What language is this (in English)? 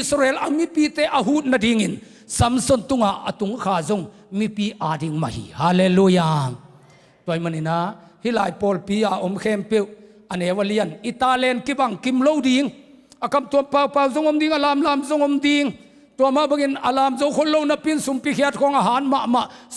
Tedim Chin